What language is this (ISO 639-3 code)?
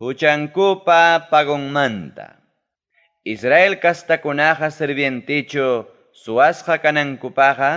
quy